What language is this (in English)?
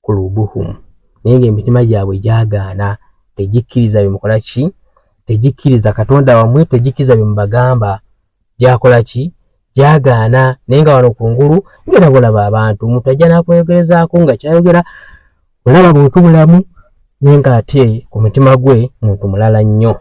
Ganda